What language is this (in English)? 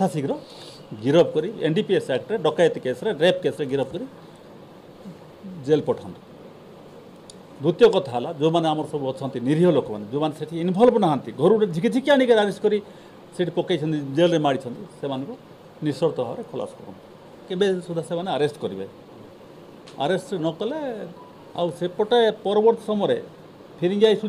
Odia